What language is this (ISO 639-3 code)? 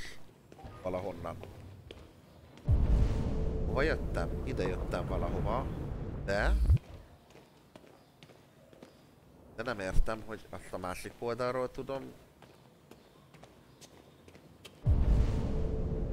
hun